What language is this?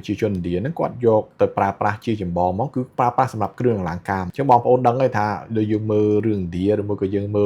Khmer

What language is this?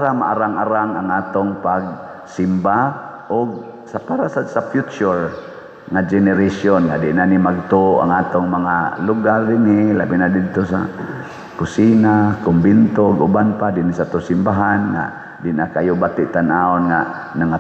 Cebuano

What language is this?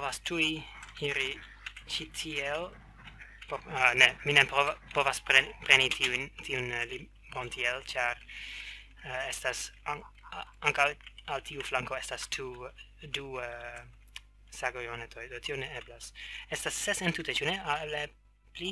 Esperanto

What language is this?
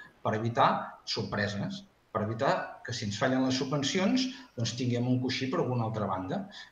Catalan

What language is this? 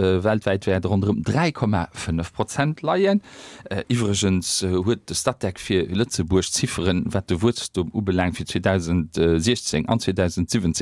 Luxembourgish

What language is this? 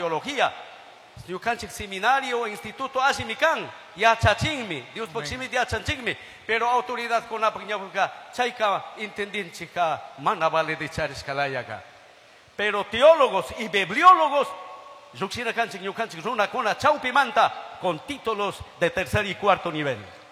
Chimborazo Highland Quichua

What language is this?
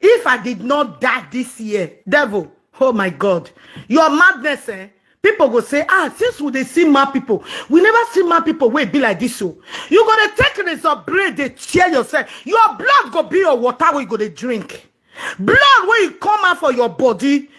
Nigerian Pidgin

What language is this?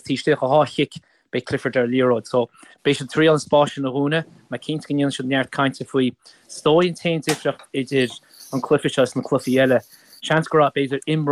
Irish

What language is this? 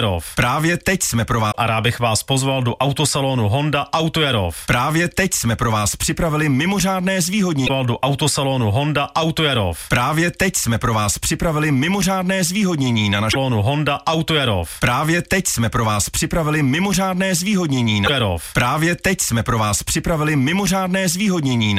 Czech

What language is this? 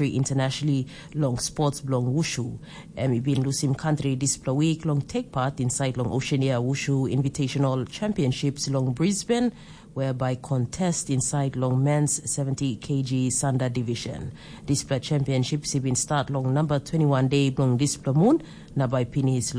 Tok Pisin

